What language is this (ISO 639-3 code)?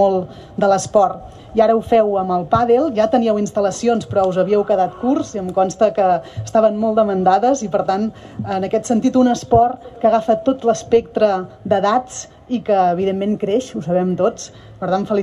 cat